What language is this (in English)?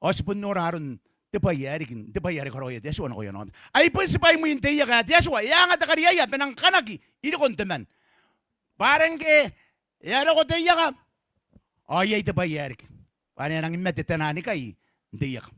Gilbertese